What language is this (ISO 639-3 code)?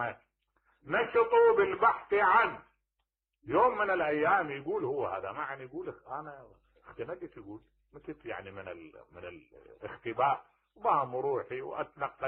acm